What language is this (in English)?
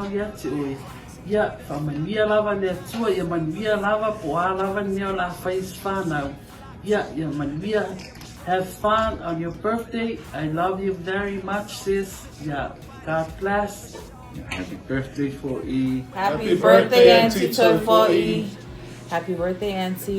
Samoan